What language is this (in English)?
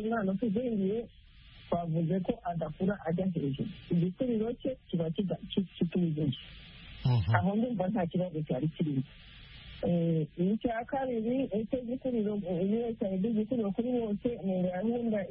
Kinyarwanda